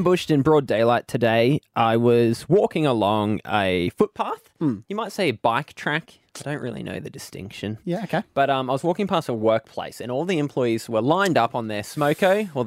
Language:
English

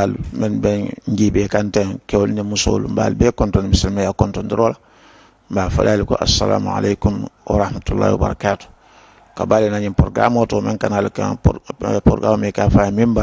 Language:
Mandingo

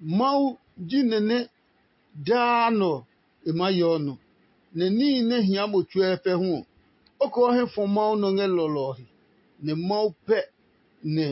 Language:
Adangme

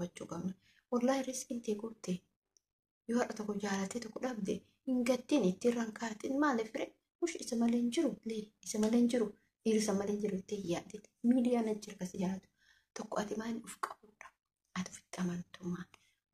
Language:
Oromo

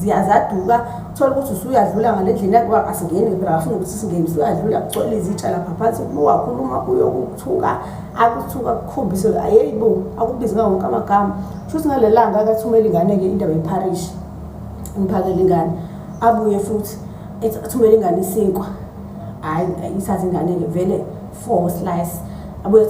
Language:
Zulu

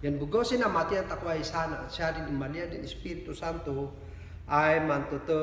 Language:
Kankanaey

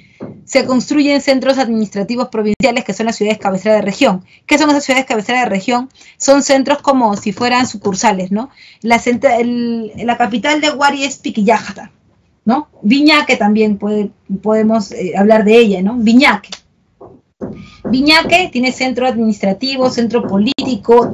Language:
Spanish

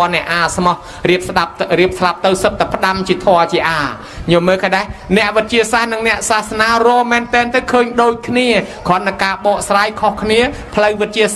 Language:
Khmer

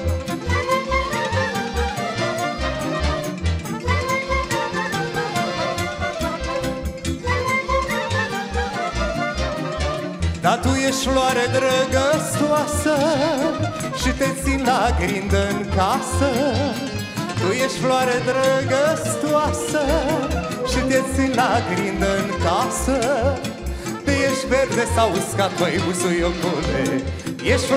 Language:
Romanian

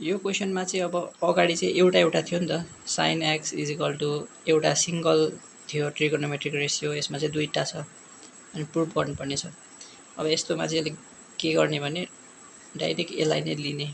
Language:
Nepali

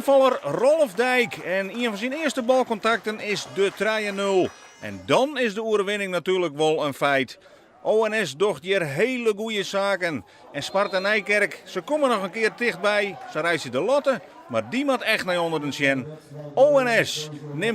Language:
Western Frisian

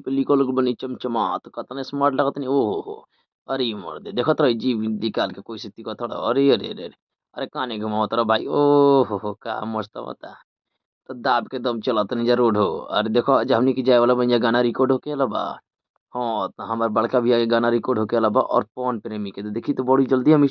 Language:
Bhojpuri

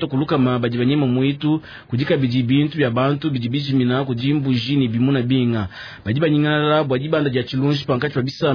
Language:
Luba-Lulua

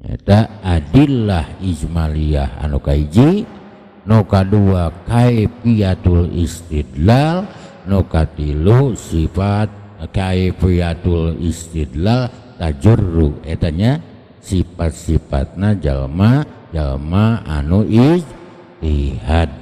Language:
Sundanese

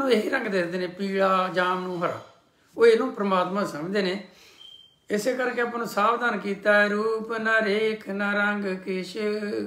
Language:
Punjabi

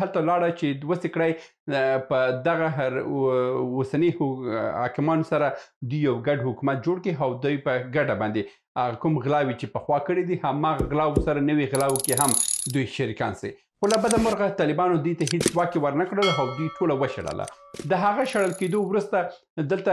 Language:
Pashto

